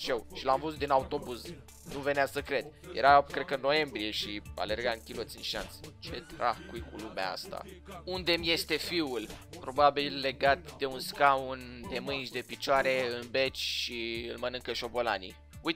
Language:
Romanian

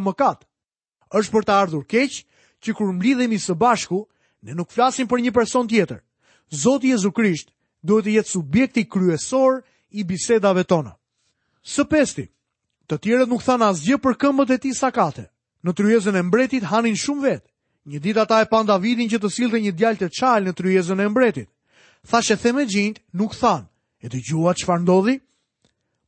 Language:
Albanian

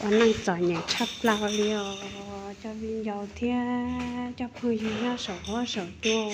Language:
Hmong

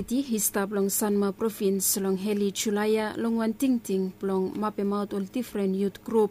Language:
Bislama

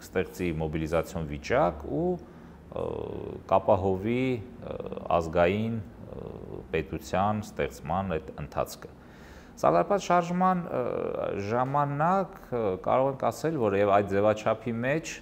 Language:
Armenian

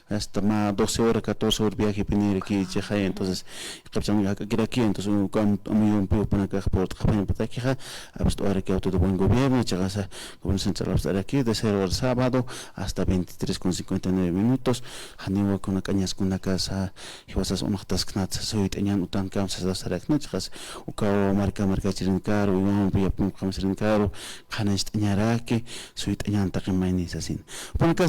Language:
Aymara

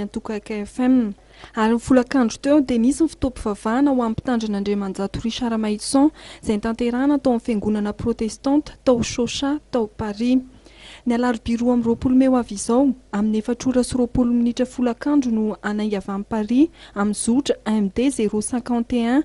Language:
Malagasy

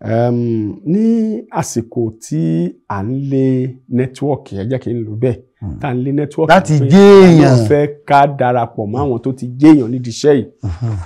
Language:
Yoruba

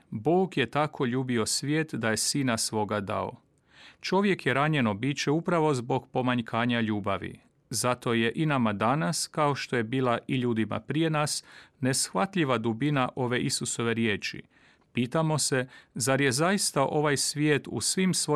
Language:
Croatian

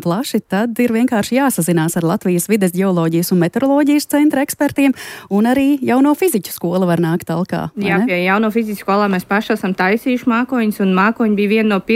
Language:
Latvian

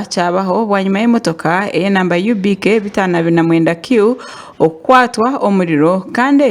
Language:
Nyankole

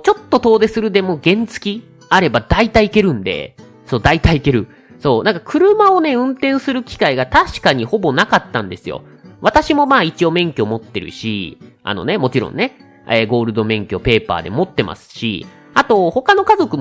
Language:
Japanese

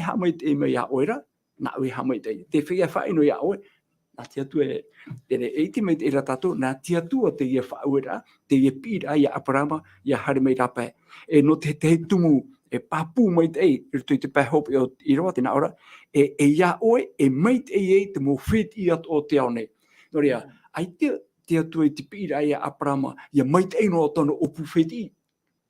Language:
Tahitian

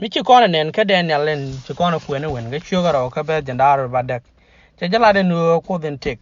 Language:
Nuer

